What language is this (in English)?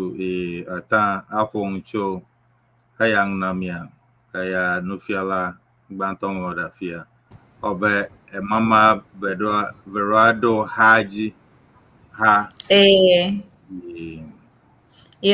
Ewe